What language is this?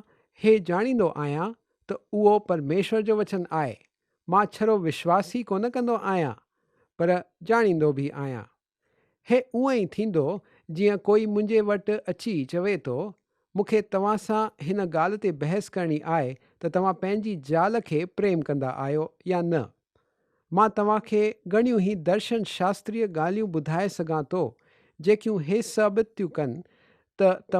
Sindhi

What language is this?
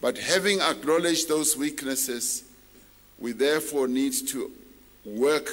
English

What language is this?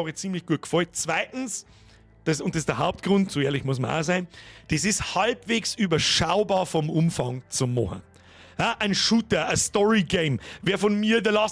Bavarian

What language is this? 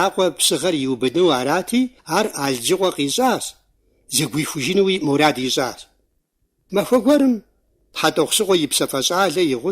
Kabardian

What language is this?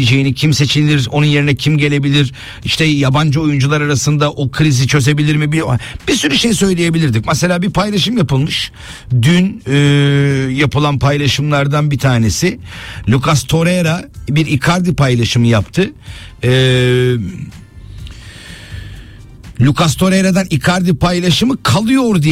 Turkish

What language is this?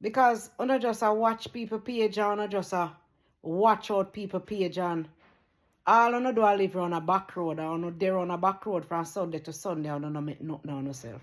Jamaican Creole English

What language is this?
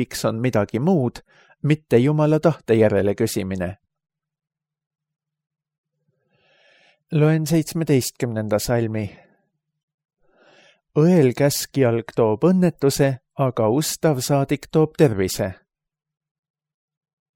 Estonian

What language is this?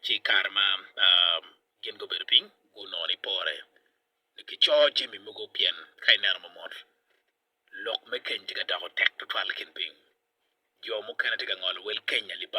Acoli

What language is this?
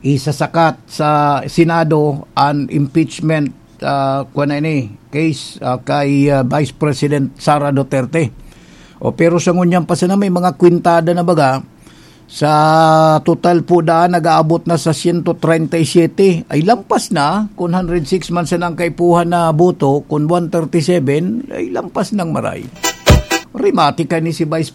Bikol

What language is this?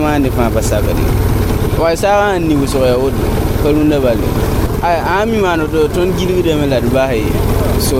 Mossi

